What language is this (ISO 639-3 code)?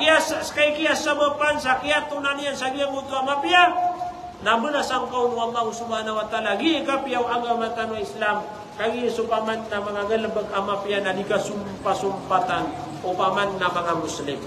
mrw